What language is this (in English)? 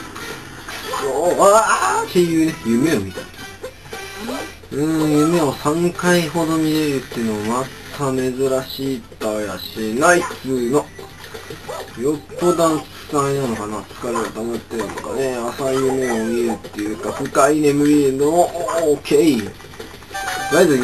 Japanese